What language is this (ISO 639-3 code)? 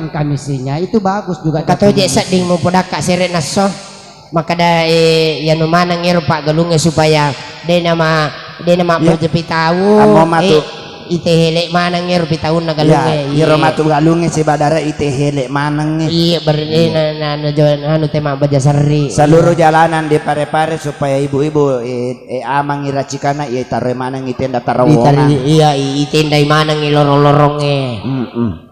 bug